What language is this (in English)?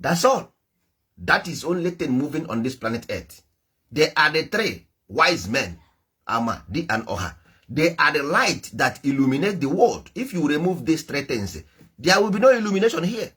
Igbo